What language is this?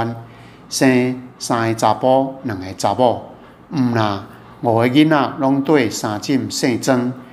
Min Nan Chinese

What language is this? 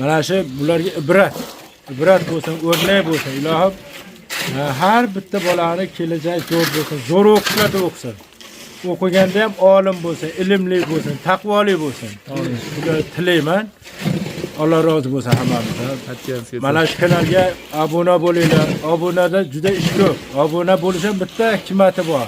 Uzbek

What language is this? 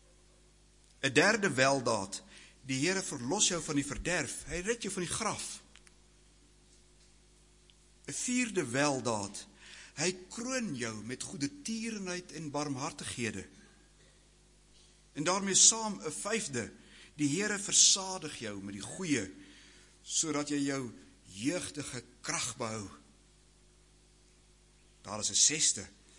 Afrikaans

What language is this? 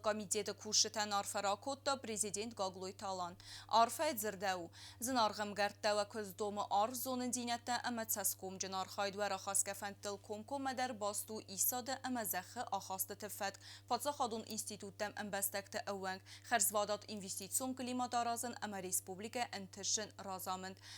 Ossetic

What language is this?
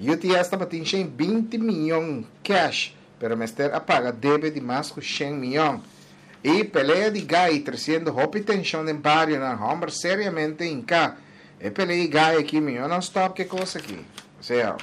Papiamento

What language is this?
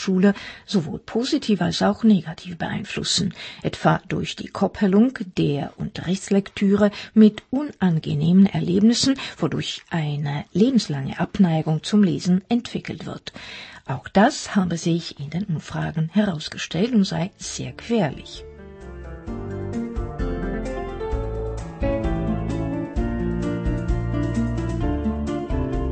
German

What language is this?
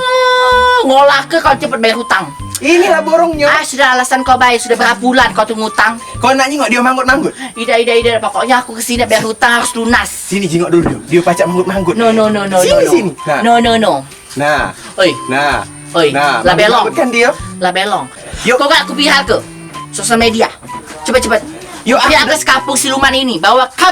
Musi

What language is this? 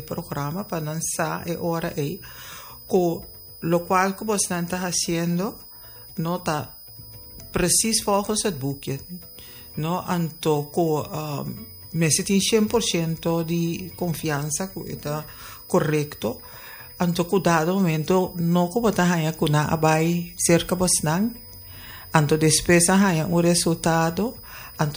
Papiamento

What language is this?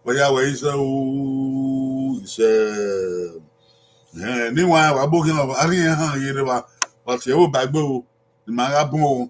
Bini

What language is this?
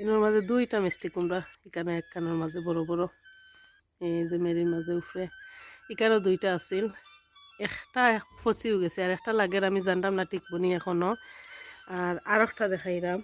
Sylheti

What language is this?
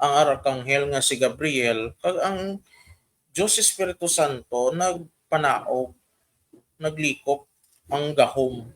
Hiligaynon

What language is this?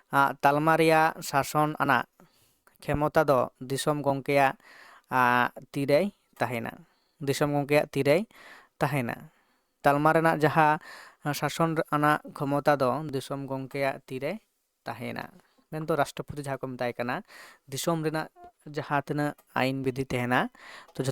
Santali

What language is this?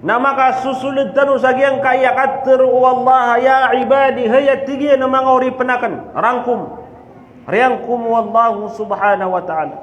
Maranao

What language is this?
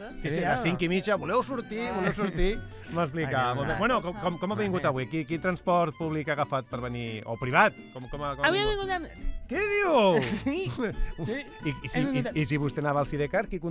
Catalan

